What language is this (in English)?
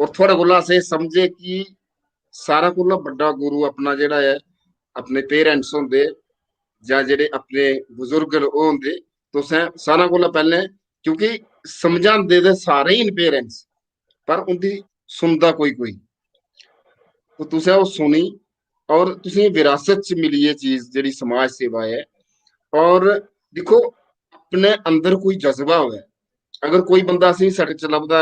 Dogri